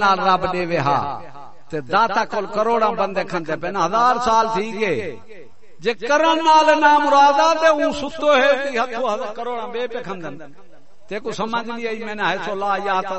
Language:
Saraiki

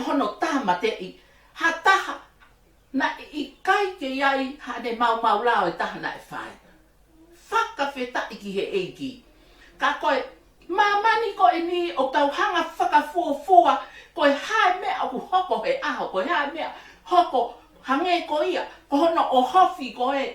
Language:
Tongan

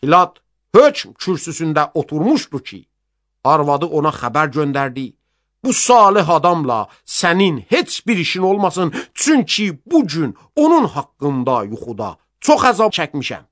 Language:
Azerbaijani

